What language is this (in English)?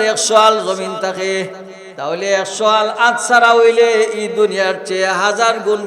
Sylheti